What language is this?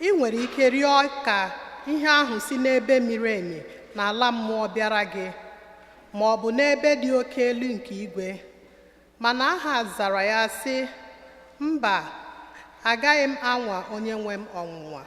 Igbo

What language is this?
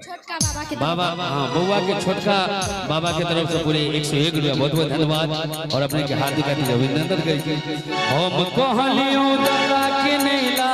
Maithili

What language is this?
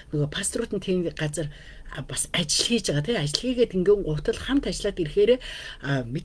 Mongolian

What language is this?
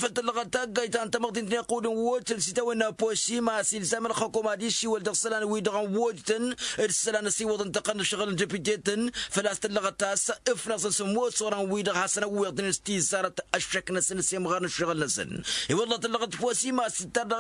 Tamasheq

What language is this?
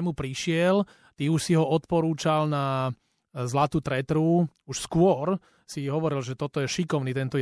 Slovak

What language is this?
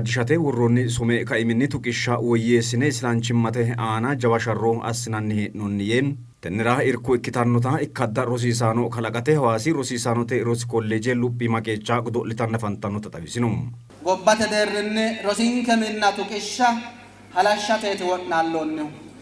Sidamo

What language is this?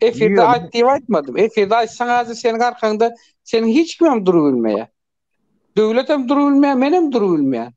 Turkmen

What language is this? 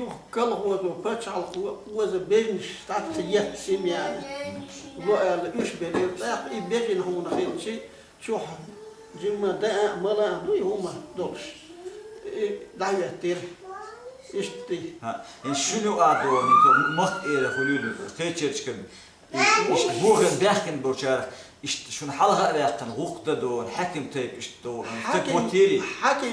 Chechen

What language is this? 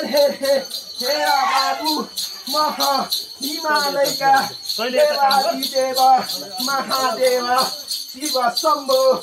Nepali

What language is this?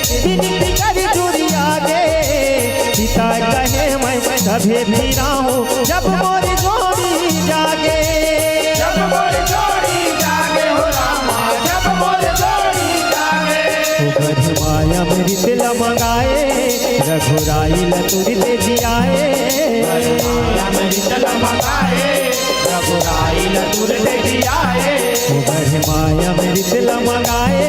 Chhattisgarhi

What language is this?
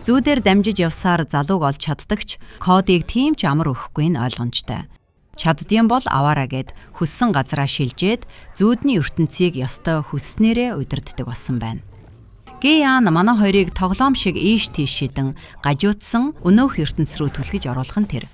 Mongolian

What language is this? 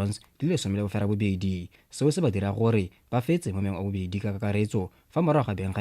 Tswana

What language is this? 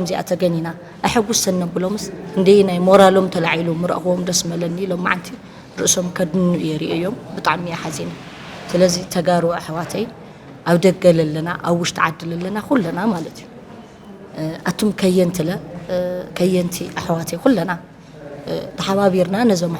Tigrinya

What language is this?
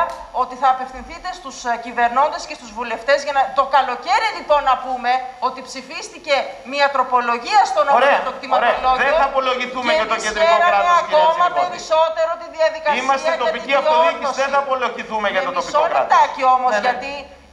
Greek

